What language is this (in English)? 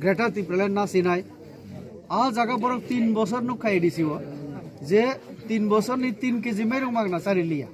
Kok Borok